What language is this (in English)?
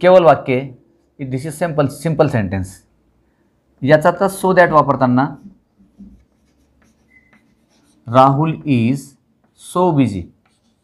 Marathi